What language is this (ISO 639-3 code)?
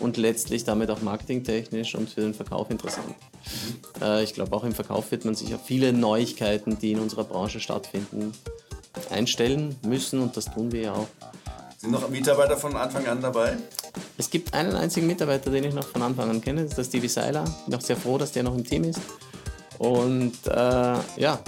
deu